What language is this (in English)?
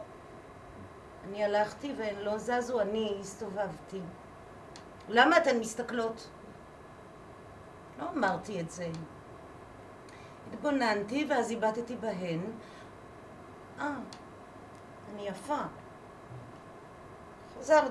Hebrew